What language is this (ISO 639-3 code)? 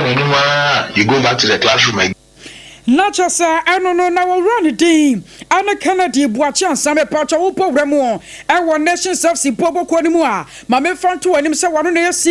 aka